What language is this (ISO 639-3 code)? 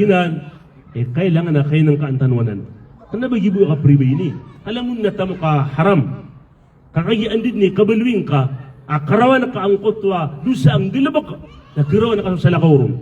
mrw